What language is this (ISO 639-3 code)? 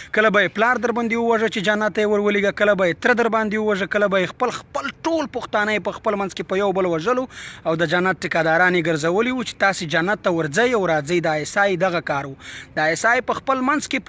pus